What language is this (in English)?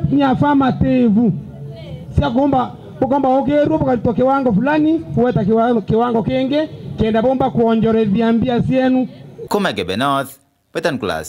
Meru